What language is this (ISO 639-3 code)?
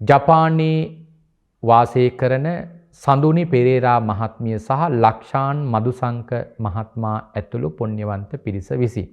sin